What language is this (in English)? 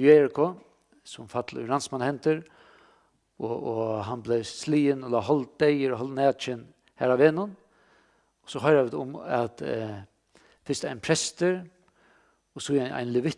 Faroese